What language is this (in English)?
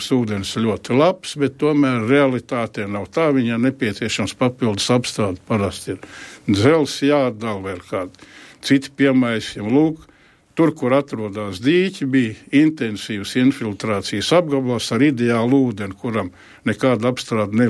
Latvian